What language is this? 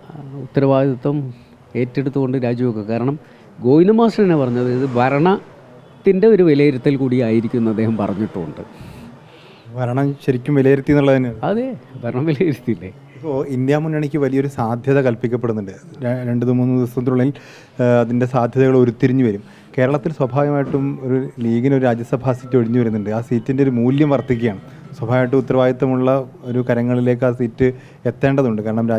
Malayalam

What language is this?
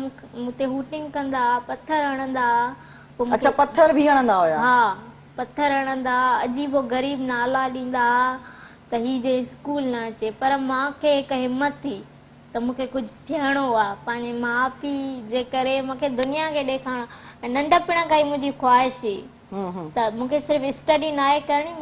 Sindhi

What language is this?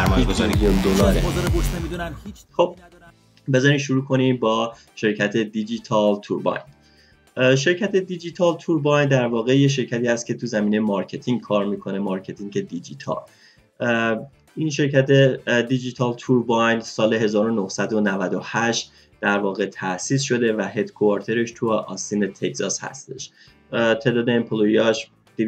Persian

